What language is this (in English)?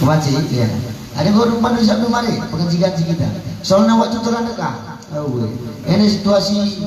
Batak Karo